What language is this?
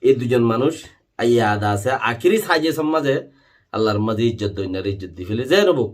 Rohingya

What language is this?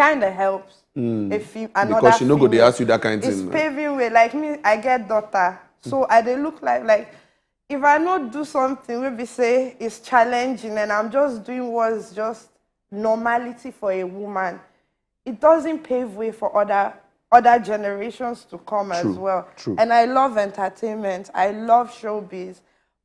Nigerian Pidgin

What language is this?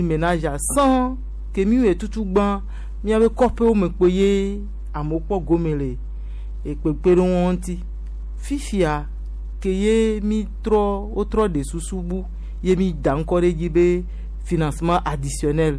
Gen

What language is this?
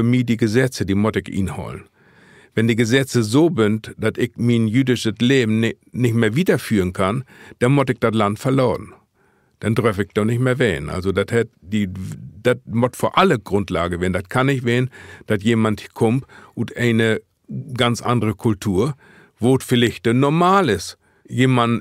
Low German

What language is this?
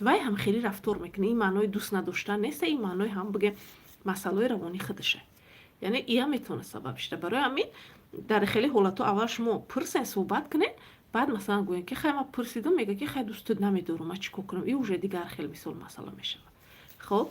Tajik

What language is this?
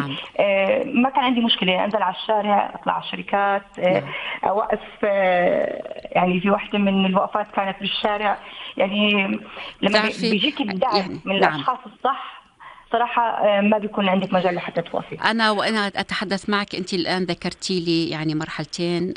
North Levantine Arabic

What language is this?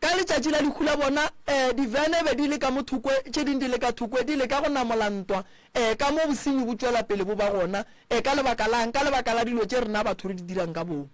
Northern Sotho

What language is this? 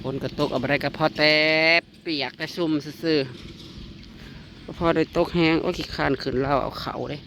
Northeastern Thai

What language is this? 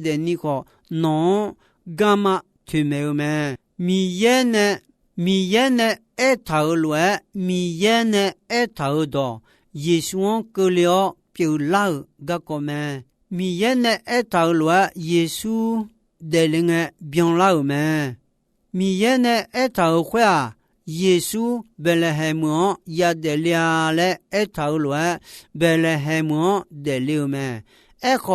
Akha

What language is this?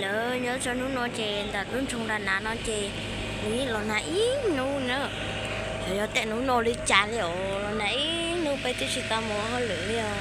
Hmong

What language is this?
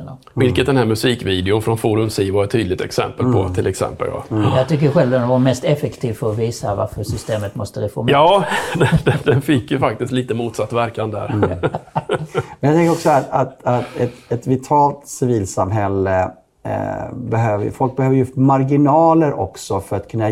Swedish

